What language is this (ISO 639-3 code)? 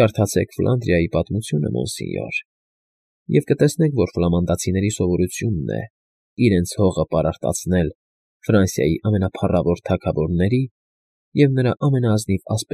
hye